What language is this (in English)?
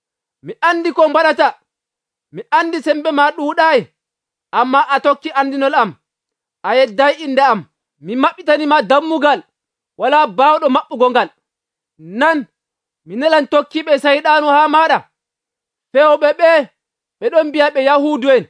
Nigerian Fulfulde